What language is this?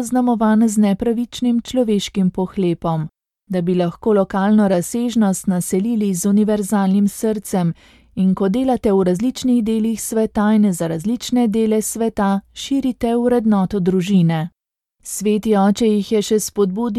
Slovenian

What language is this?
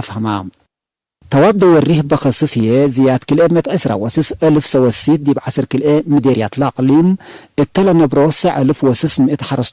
Tigre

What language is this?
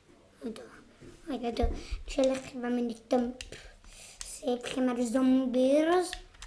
Welsh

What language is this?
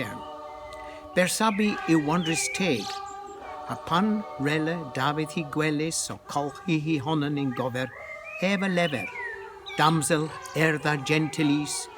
Cornish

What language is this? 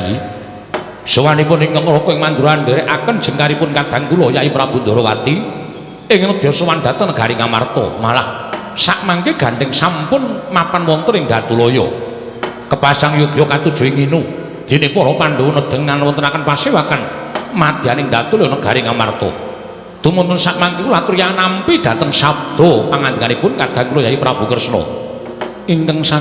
Javanese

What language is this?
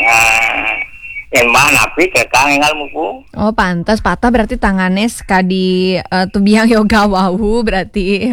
Balinese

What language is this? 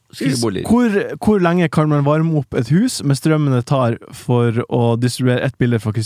Norwegian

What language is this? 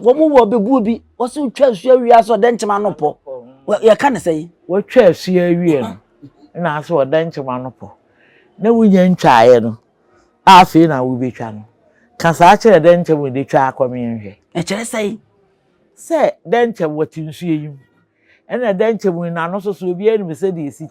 Akan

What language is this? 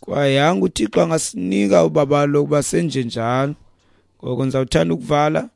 Xhosa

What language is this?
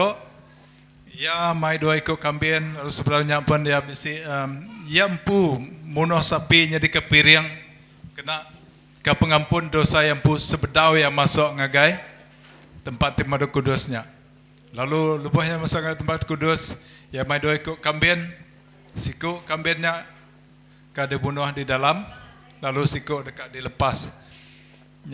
Iban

